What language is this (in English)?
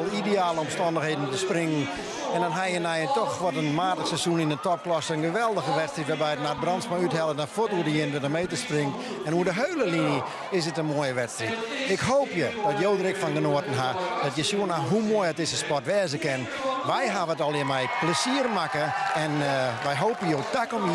Western Frisian